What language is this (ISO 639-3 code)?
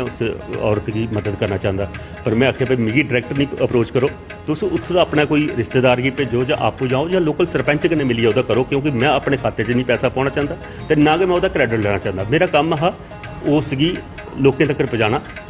doi